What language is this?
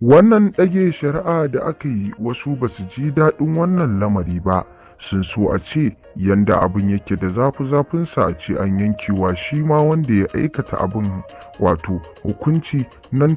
Hausa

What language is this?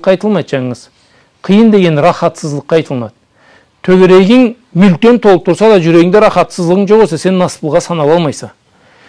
Karachay-Balkar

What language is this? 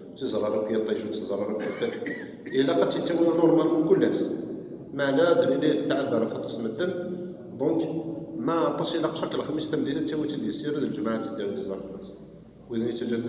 Kabyle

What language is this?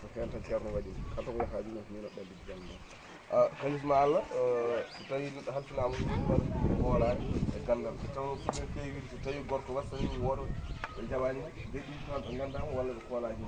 Fula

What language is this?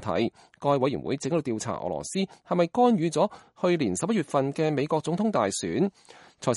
Cantonese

